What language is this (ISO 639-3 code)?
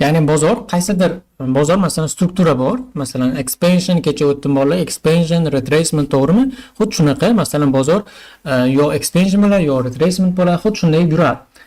uzb